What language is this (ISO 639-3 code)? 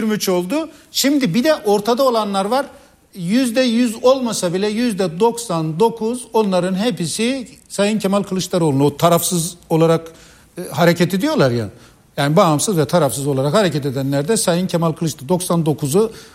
tur